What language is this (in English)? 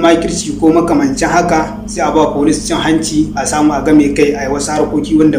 Hausa